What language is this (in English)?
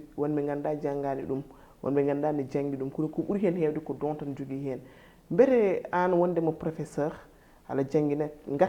Fula